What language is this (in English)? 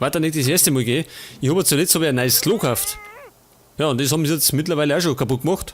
Bavarian